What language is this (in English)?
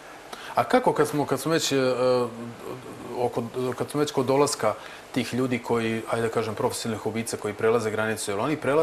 Serbian